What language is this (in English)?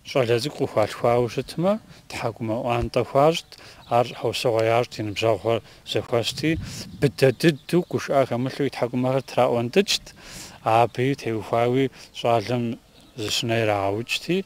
Kabardian